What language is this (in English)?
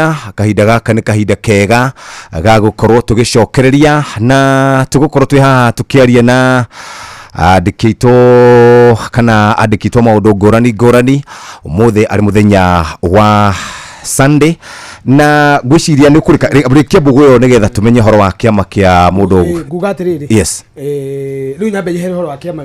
Kikuyu